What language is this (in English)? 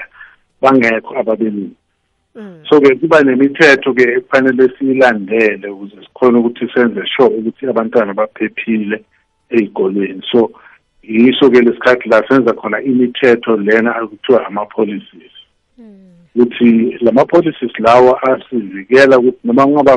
South Ndebele